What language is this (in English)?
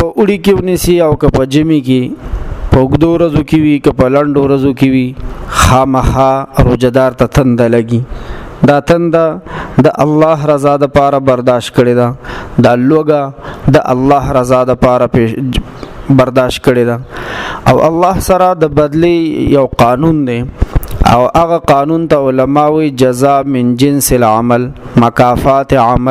Pashto